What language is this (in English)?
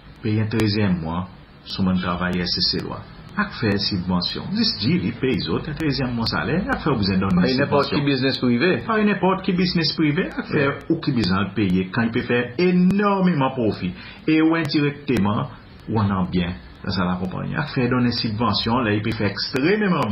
Seselwa Creole French